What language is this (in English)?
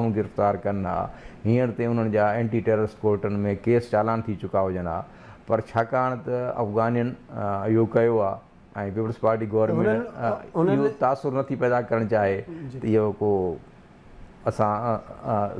Sindhi